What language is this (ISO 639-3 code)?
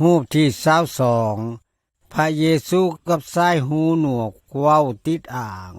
lao